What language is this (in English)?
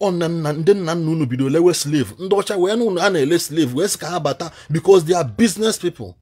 Igbo